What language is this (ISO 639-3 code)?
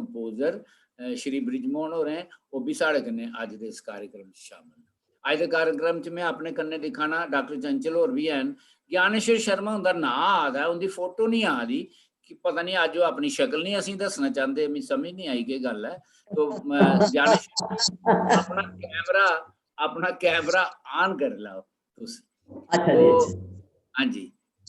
doi